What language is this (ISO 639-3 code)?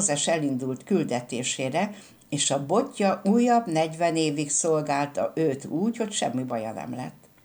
hun